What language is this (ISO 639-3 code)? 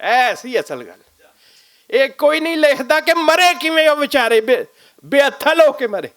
lah